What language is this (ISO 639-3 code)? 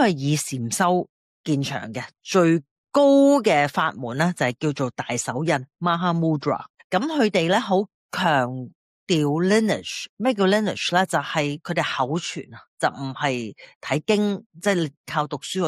yue